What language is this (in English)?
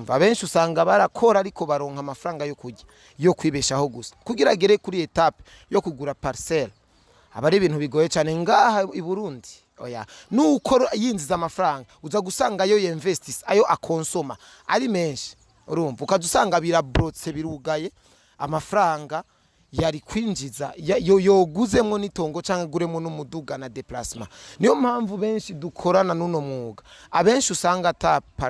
Rundi